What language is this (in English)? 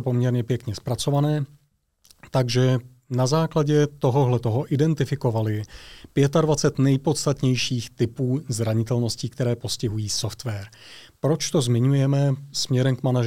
Czech